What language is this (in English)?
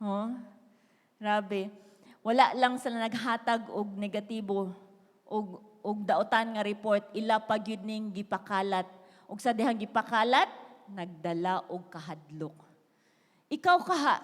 Cebuano